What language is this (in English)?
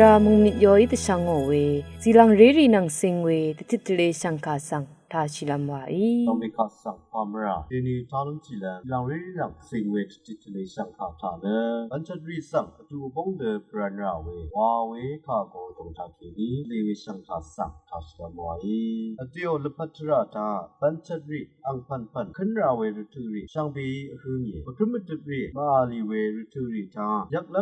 Rawang